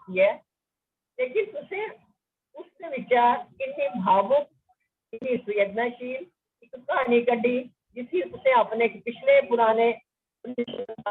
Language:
Dogri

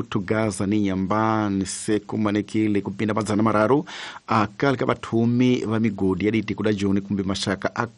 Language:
Tsonga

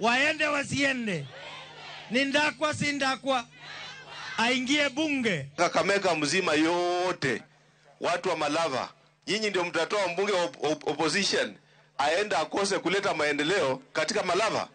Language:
Luo (Kenya and Tanzania)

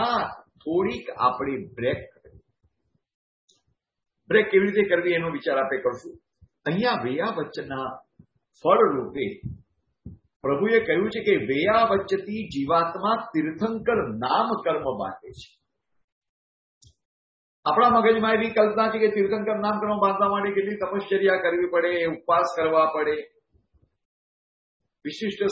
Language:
Gujarati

